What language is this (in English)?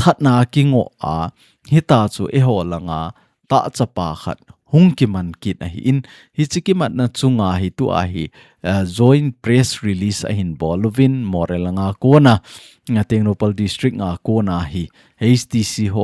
Thado Chin